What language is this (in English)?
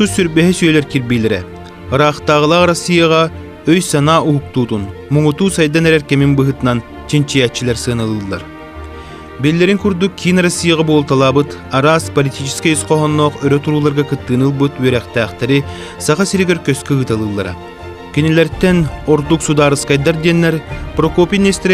Yakut